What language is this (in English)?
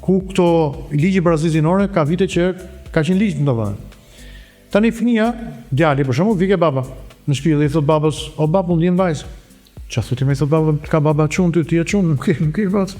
Albanian